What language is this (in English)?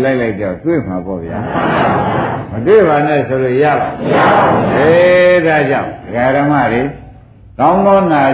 Burmese